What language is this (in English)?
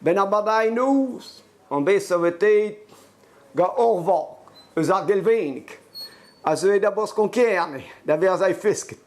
Breton